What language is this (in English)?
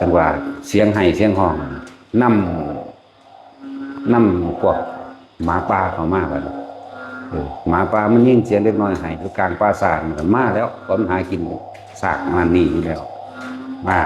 Northeastern Thai